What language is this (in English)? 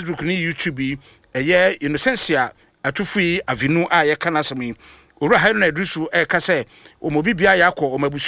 Akan